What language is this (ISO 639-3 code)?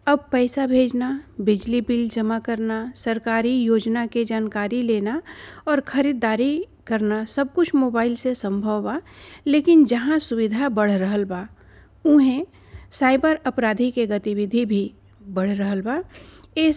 bho